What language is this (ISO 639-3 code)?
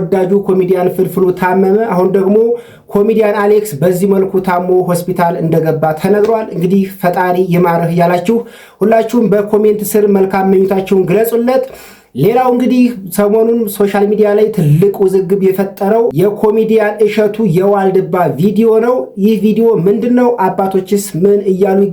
amh